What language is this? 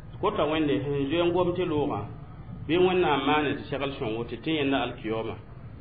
Mossi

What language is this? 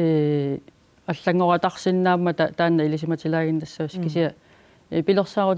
Kalaallisut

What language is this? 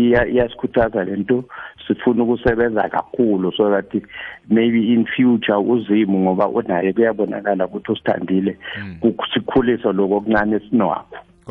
South Ndebele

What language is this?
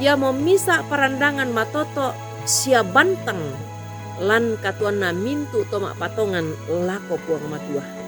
Toraja-Sa'dan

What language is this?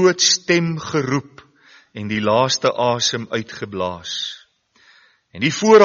Afrikaans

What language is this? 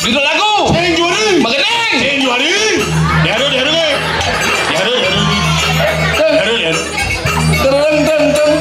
Balinese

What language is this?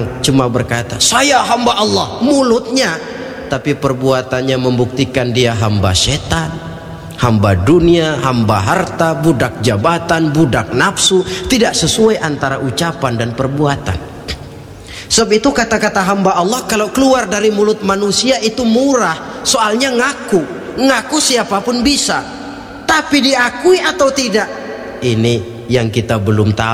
Indonesian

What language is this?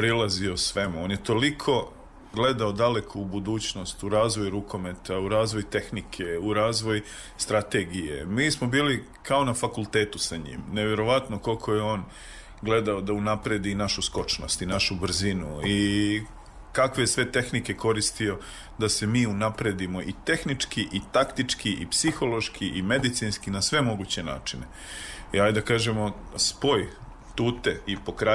Serbian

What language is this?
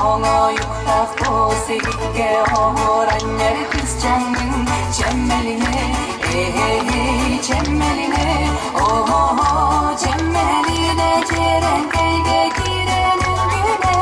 Yakut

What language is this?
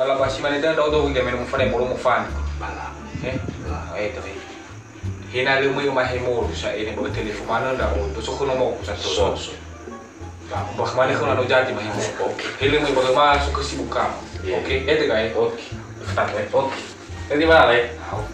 Nias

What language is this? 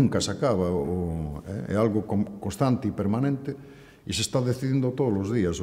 Galician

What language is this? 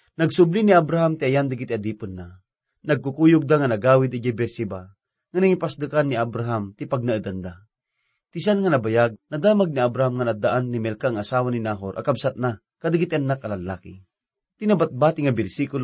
Iloko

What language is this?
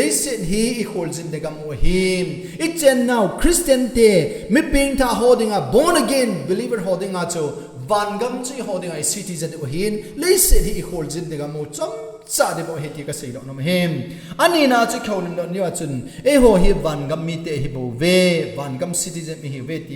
Thado Chin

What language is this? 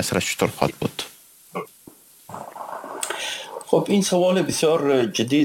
Persian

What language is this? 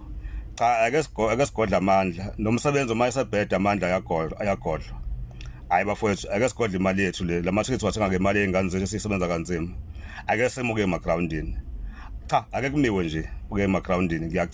Zulu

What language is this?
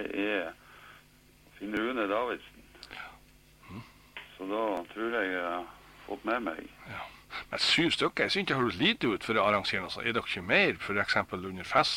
Norwegian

